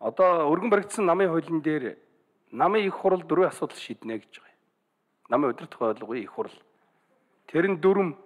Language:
Mongolian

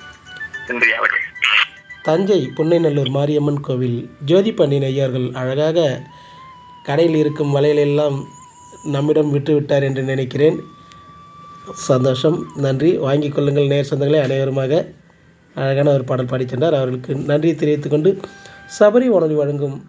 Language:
Tamil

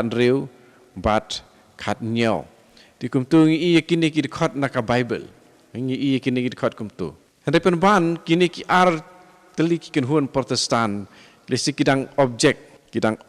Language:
Khasi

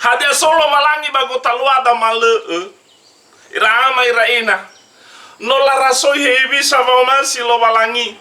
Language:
Nias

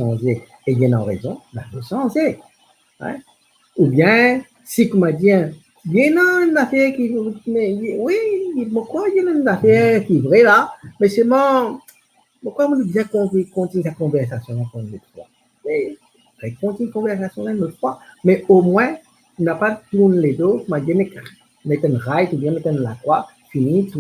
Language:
Morisyen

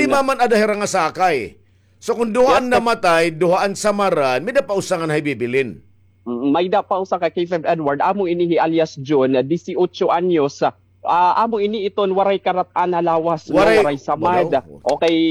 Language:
Waray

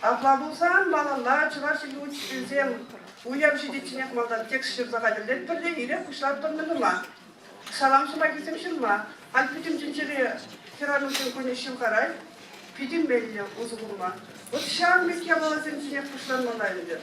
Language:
Chuvash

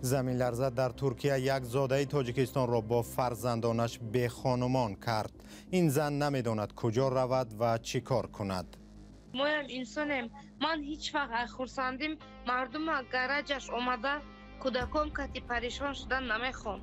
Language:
Tajik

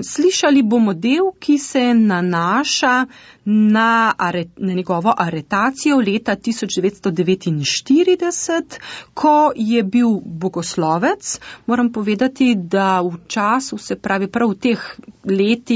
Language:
Slovenian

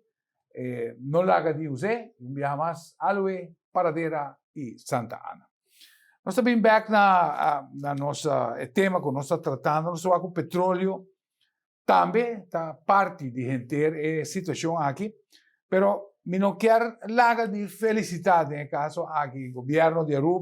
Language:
Papiamento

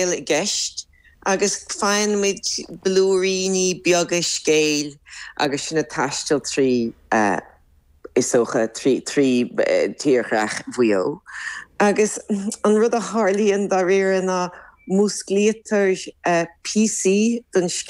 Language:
Irish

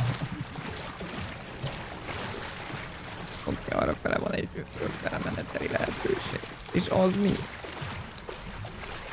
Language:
Hungarian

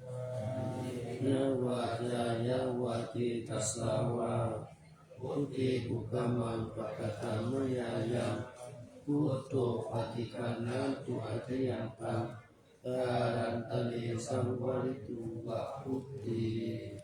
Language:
Pali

